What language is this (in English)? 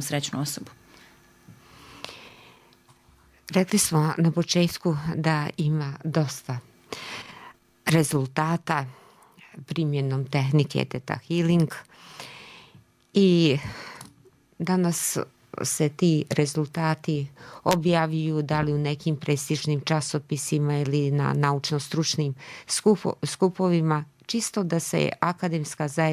Serbian